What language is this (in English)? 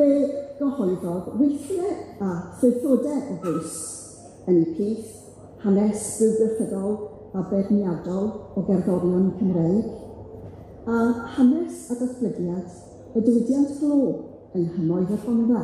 Welsh